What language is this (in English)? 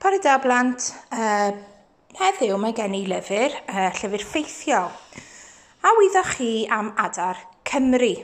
Welsh